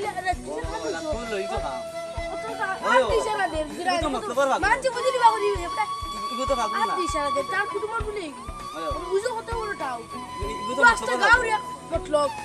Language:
Sylheti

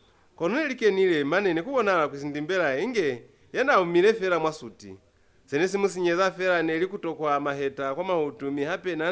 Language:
Lozi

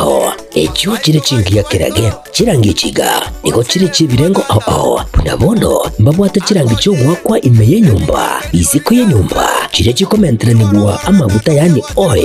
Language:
Gusii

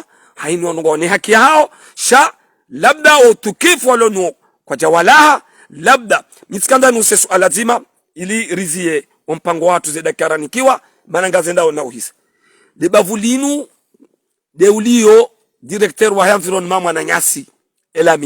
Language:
Ngazidja Comorian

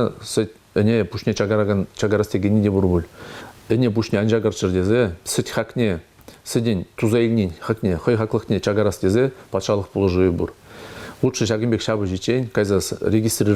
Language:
Chuvash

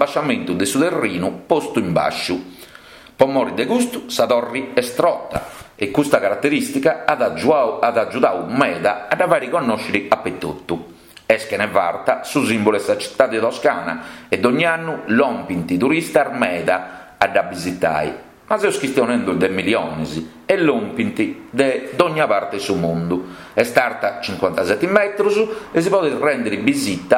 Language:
Sardinian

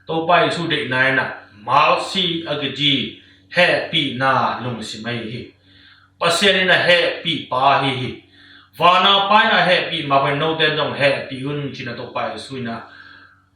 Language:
Tedim Chin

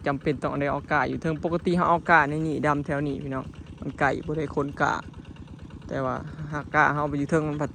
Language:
Northeastern Thai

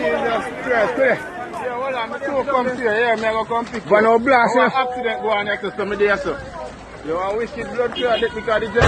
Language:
Jamaican Creole English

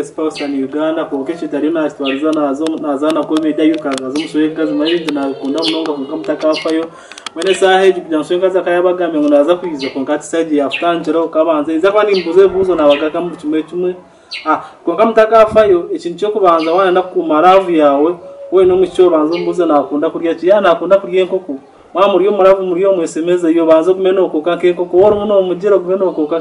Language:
Nyankole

